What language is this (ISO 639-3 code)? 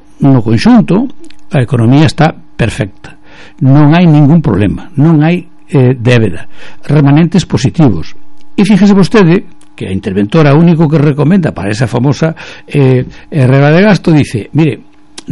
glg